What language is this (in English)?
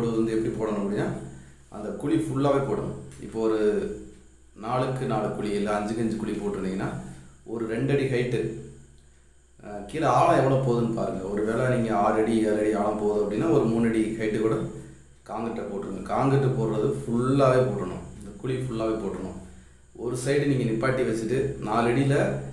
Tamil